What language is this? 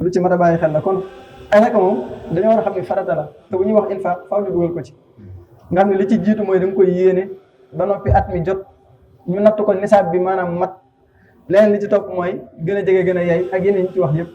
Wolof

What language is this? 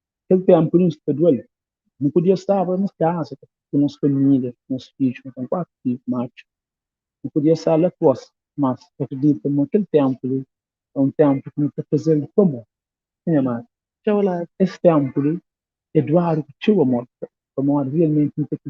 Kabuverdianu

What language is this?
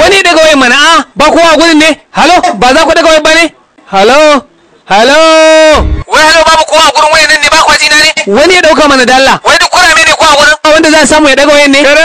Hausa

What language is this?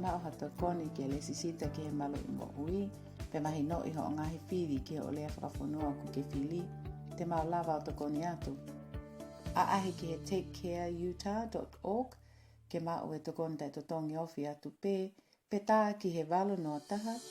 Tongan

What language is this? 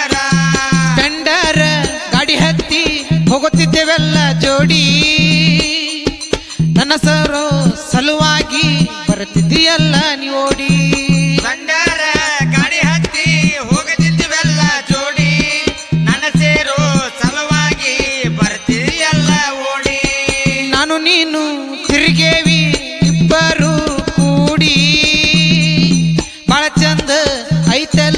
Kannada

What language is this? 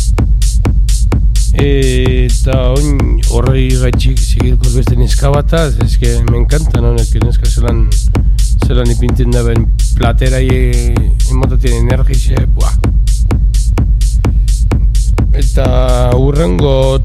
Basque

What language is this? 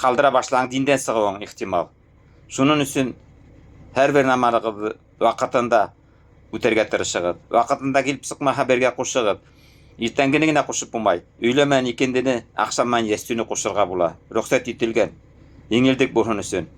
Bashkir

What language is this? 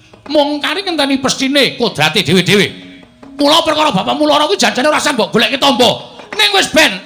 Javanese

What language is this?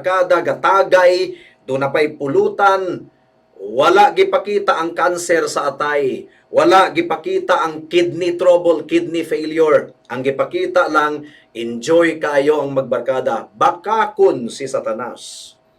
Cebuano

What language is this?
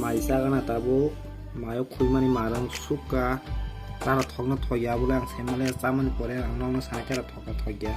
Kok Borok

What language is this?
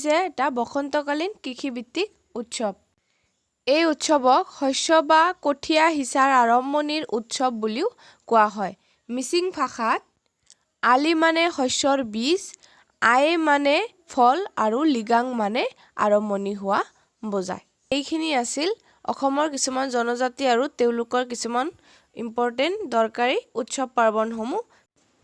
Assamese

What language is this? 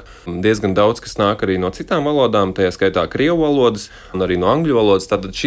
Latvian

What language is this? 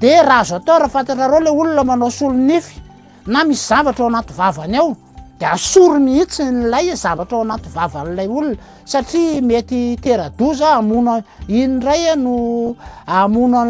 Malagasy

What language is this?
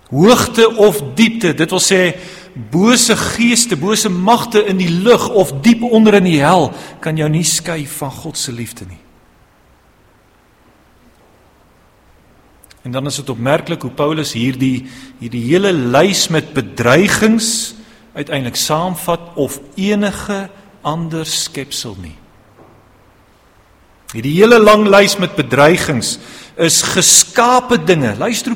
Afrikaans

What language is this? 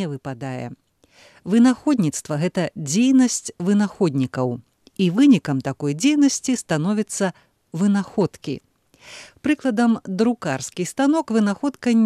Belarusian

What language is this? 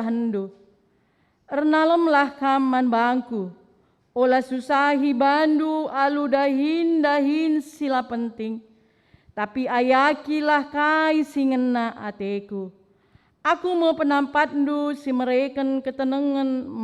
Batak Karo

